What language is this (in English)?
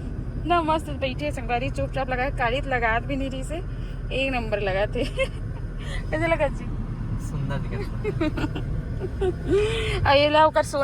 Chhattisgarhi